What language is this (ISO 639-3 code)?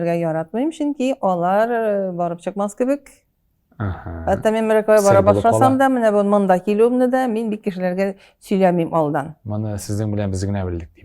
tat